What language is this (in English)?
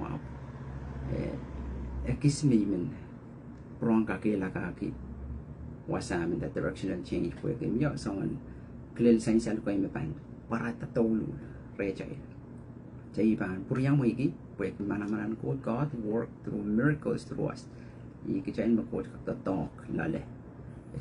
Pohnpeian